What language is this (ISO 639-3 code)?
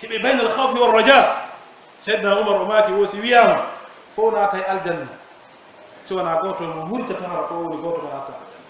fuf